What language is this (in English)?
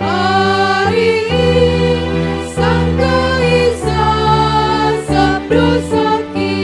Batak Simalungun